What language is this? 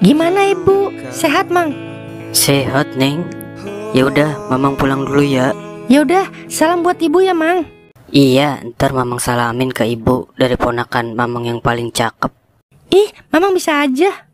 Betawi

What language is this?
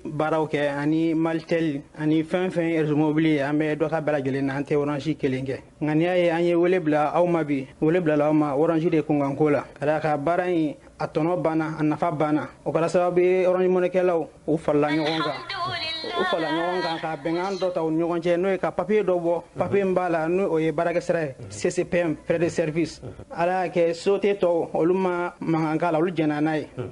Bambara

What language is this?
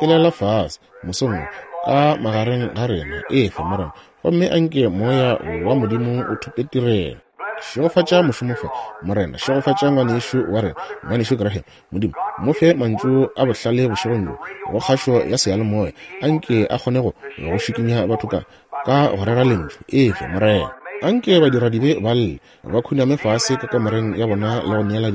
Northern Sotho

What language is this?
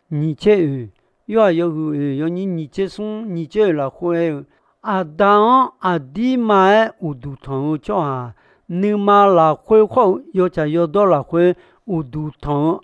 Akha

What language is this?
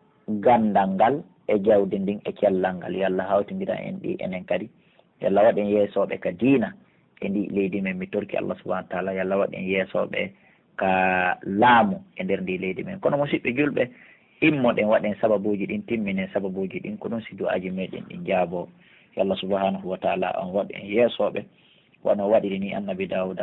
Pular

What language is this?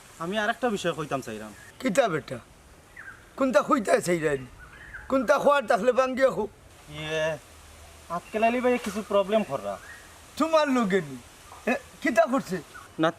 Sylheti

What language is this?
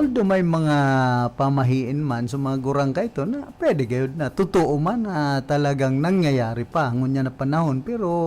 Bikol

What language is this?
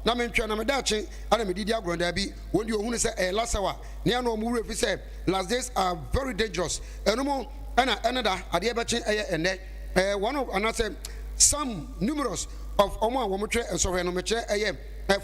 Akan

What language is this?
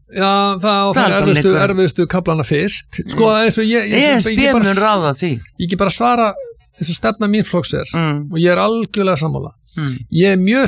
Icelandic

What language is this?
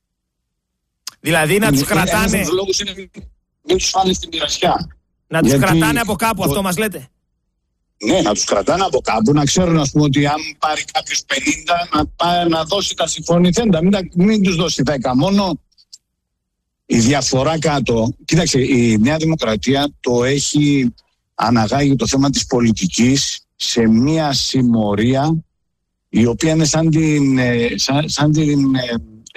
Greek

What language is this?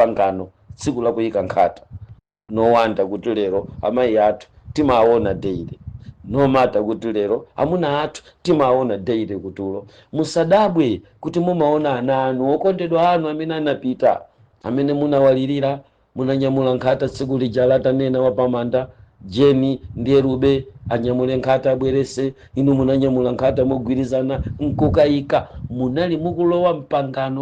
Nyanja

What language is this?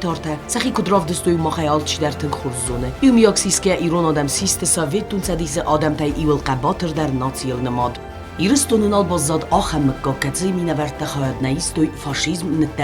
Ossetic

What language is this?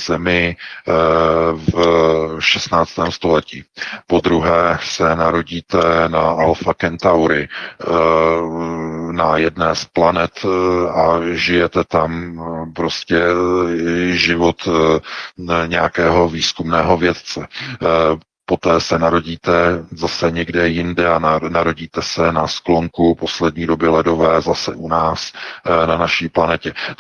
Czech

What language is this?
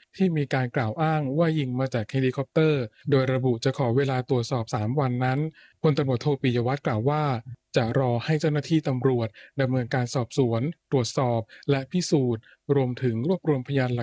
Thai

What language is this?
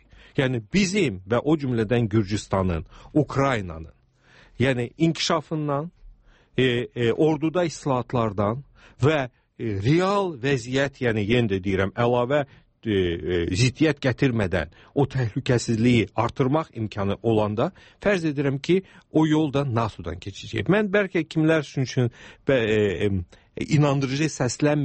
Azerbaijani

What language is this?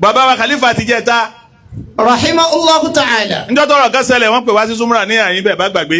Yoruba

